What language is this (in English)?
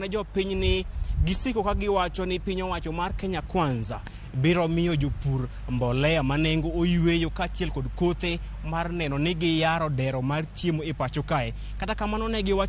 Luo (Kenya and Tanzania)